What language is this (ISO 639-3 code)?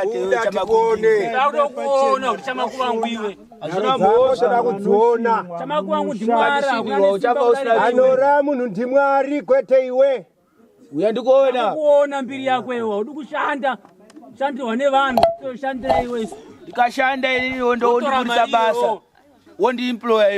sna